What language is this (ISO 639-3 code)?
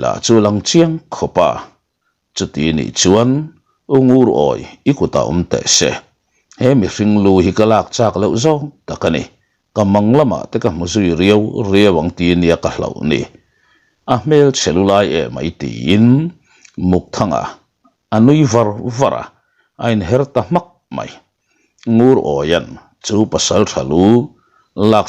lus